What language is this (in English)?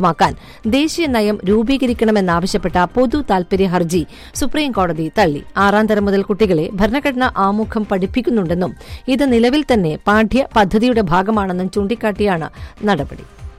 Malayalam